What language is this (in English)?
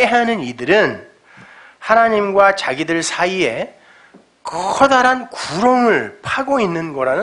Korean